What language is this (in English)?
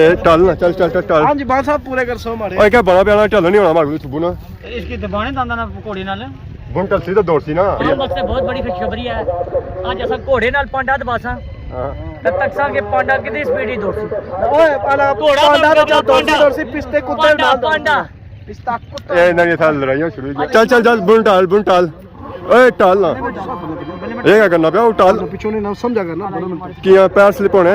Pahari-Potwari